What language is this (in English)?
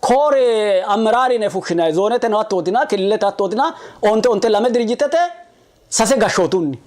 Sidamo